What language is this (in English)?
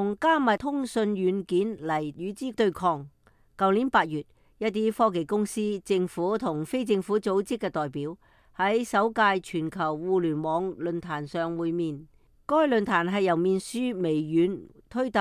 Cantonese